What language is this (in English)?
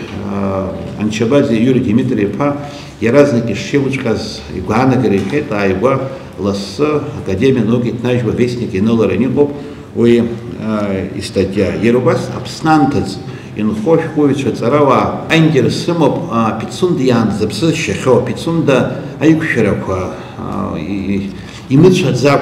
Abkhazian